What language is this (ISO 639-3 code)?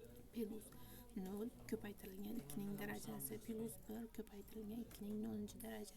uzb